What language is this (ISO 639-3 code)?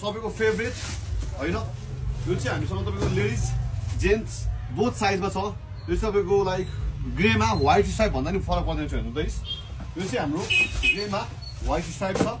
nep